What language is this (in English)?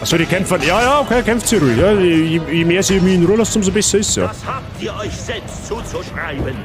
Bavarian